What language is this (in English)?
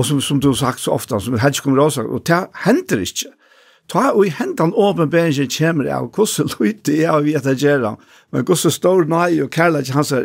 Faroese